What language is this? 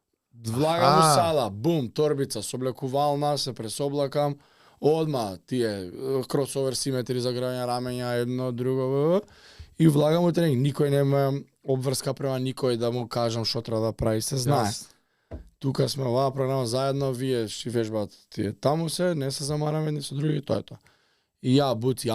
Macedonian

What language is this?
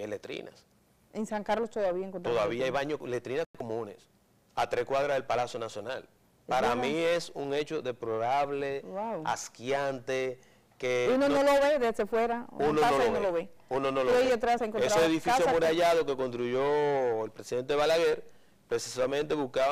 Spanish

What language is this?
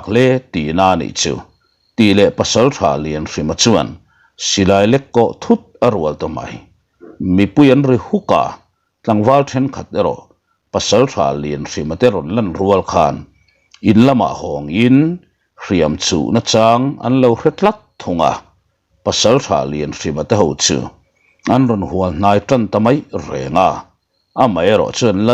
Mizo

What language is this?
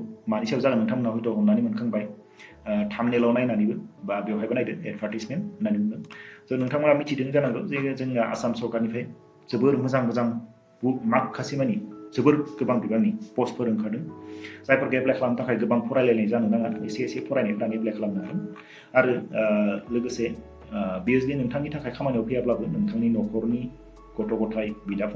Bodo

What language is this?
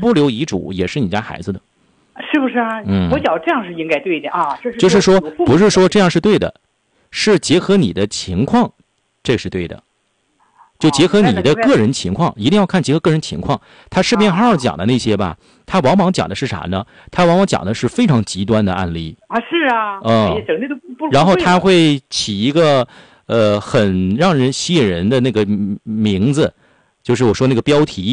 Chinese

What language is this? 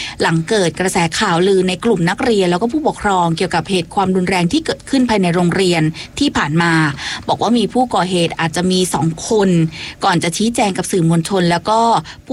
Thai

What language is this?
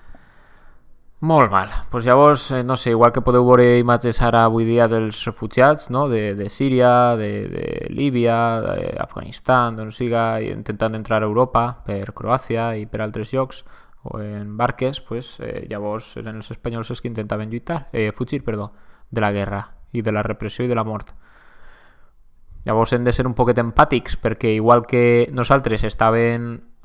Catalan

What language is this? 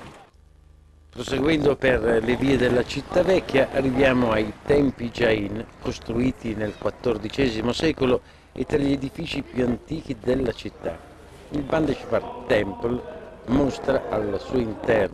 Italian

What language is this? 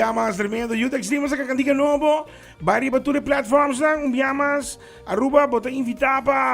Papiamento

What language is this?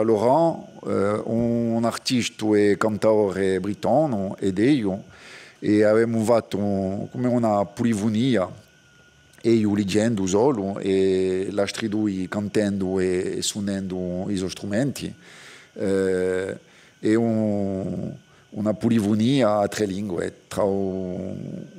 Corsican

